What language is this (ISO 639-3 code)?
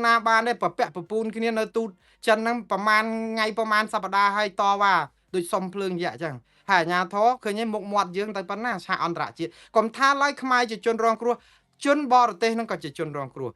khm